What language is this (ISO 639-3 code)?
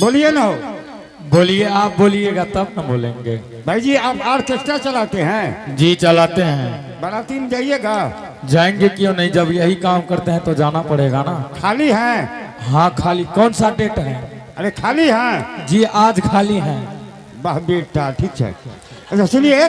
anp